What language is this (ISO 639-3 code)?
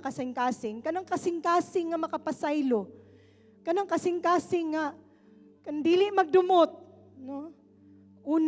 ceb